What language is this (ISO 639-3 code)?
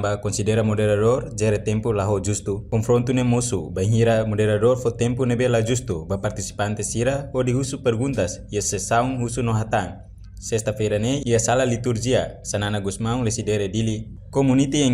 tet